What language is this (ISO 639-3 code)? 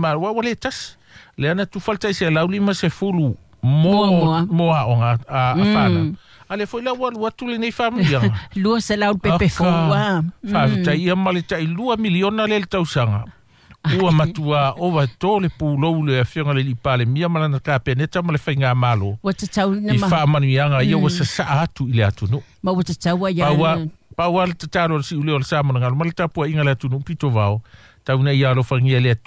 smo